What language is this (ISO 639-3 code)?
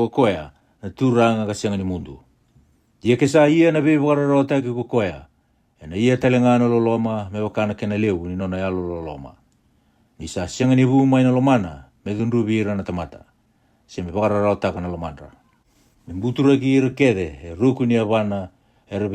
fij